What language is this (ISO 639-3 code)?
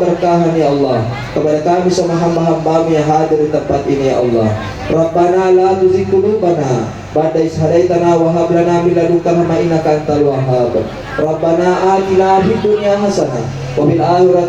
bug